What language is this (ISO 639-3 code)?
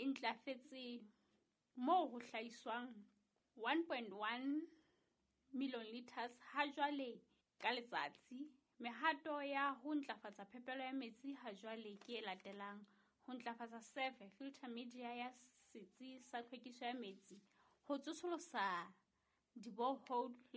sot